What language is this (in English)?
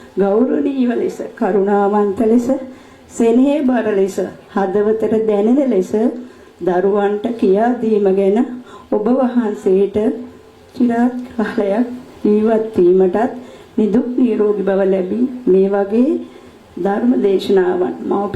Sinhala